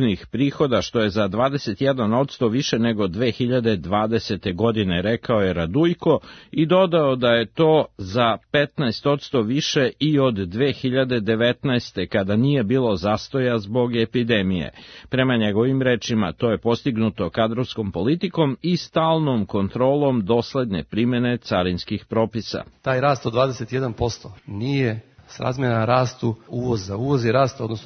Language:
Serbian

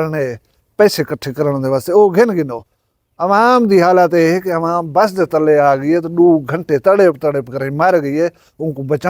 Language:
Saraiki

